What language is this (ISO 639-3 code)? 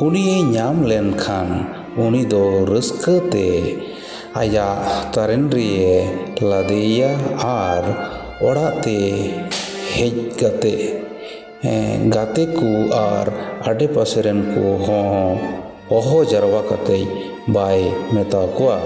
sat